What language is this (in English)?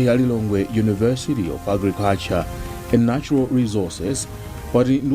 Nyanja